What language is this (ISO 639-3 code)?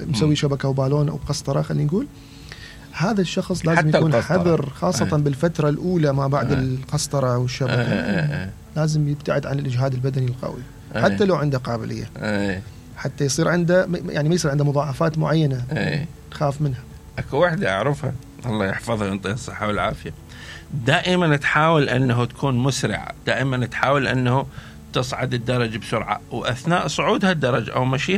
acm